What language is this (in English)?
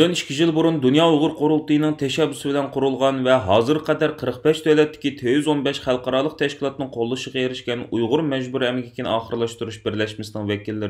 Uyghur